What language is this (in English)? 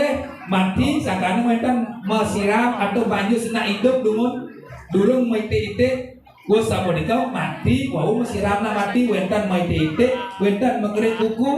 Balinese